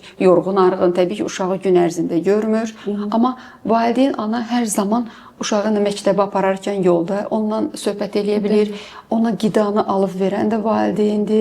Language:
Azerbaijani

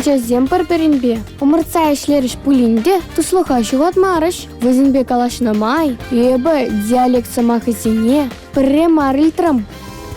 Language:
Chuvash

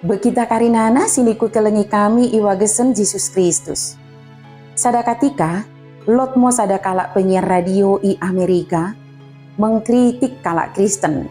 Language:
Batak Dairi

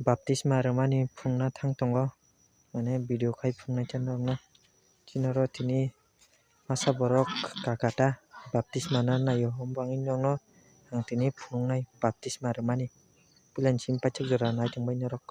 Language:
Kok Borok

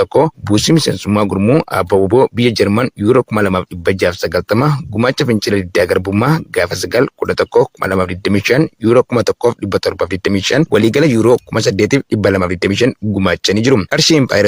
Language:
Oromo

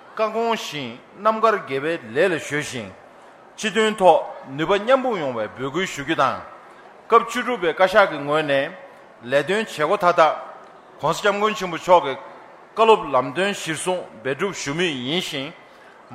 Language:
Tibetan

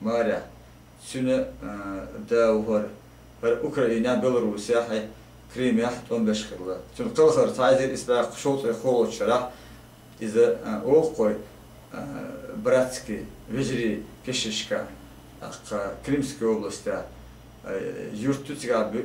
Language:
Chechen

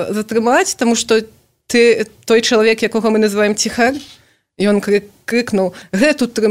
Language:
Belarusian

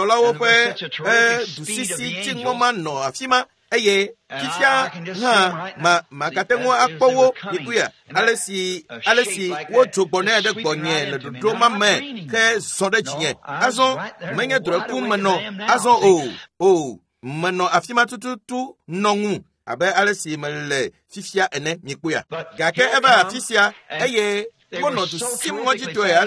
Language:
Ewe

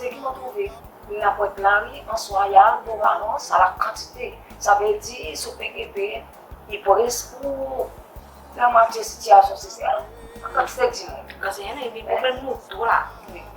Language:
Seselwa Creole French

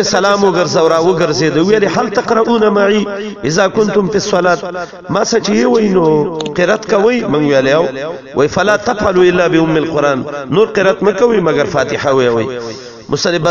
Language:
Pashto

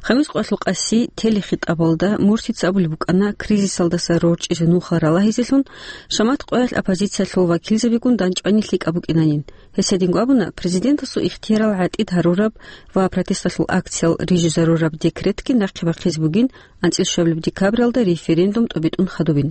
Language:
Avaric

